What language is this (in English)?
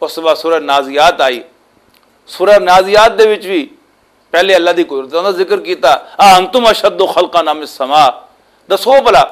Western Panjabi